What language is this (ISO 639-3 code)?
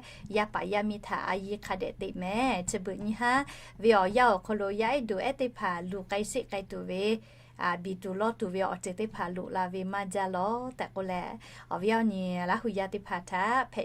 lhu